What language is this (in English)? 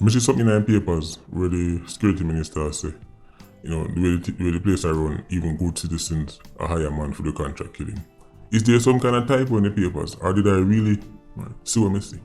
Jamaican Creole English